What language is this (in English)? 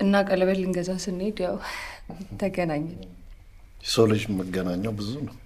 Amharic